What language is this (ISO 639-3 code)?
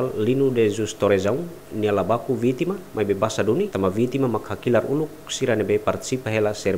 tet